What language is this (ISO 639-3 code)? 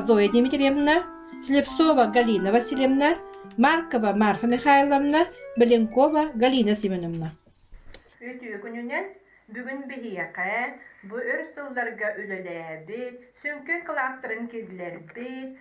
sah